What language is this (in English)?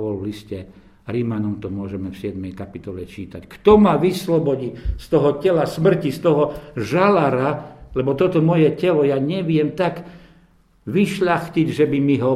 Slovak